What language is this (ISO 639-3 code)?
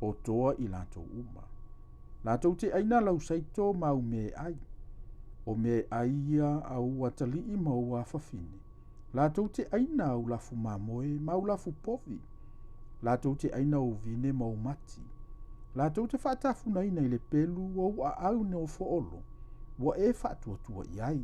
smo